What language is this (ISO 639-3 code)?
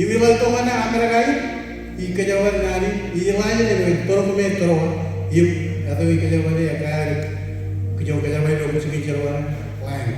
mah